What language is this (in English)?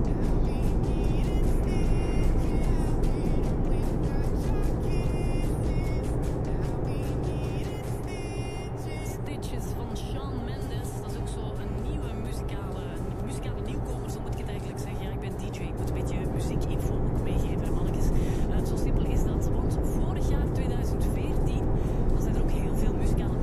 Dutch